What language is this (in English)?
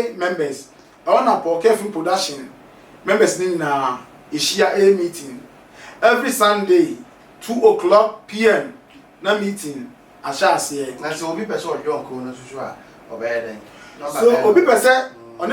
Akan